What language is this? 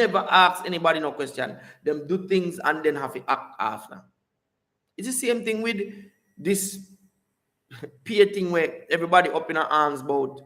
Jamaican Creole English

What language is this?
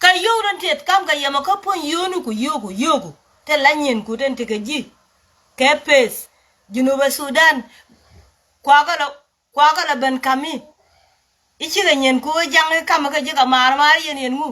Nuer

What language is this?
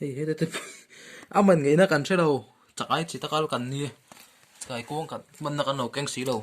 Mizo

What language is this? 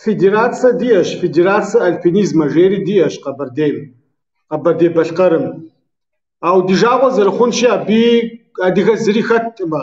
Kabardian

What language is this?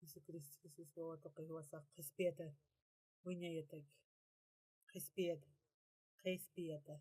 Aymara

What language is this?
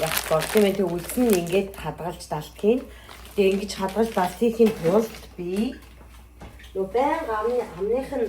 Mongolian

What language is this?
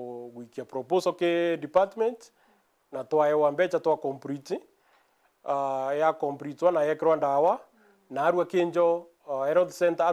Meru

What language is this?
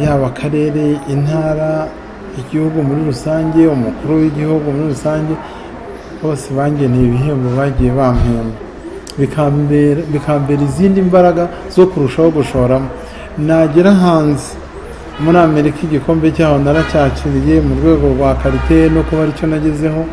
Kinyarwanda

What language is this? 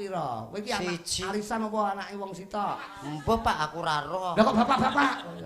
Javanese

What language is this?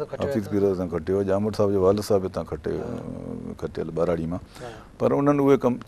Sindhi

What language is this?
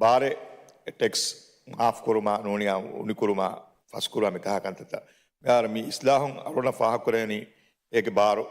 Divehi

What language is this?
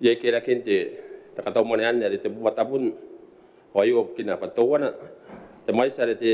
Gilbertese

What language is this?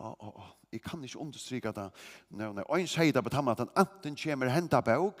Faroese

